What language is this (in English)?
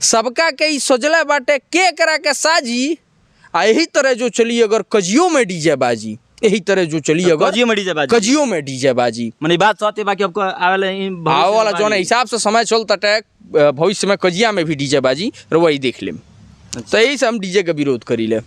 Bhojpuri